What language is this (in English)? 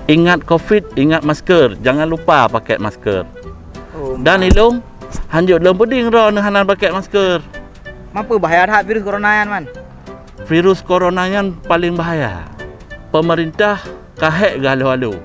Achinese